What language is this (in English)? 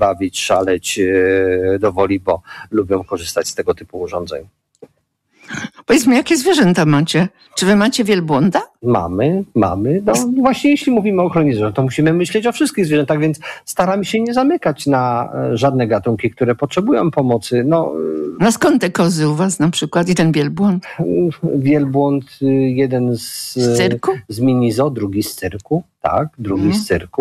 Polish